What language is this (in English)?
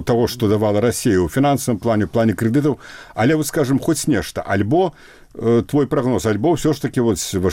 Belarusian